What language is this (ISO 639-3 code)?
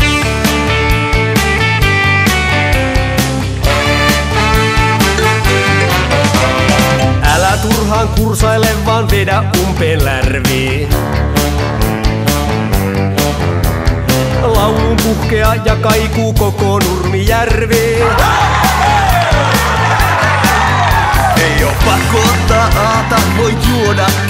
fin